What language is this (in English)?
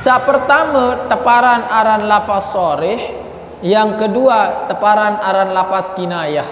Sasak